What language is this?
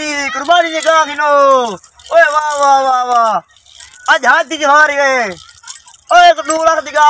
Saraiki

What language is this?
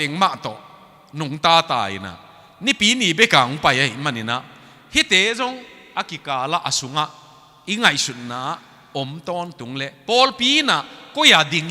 Tedim Chin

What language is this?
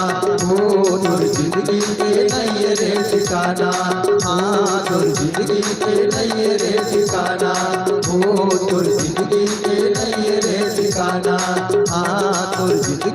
Chhattisgarhi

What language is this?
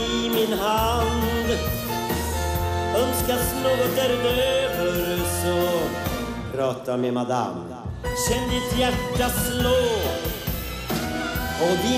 Swedish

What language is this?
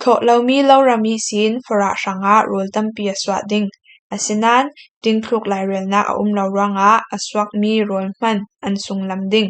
Falam Chin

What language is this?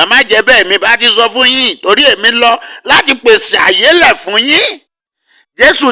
Yoruba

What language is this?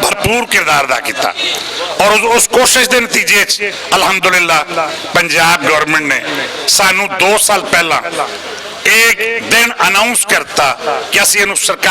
Western Panjabi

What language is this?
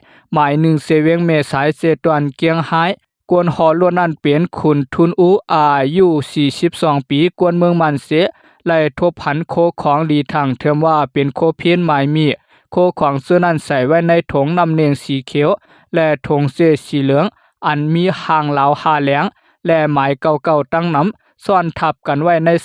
Lao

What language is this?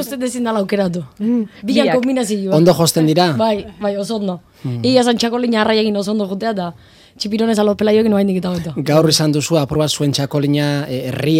Basque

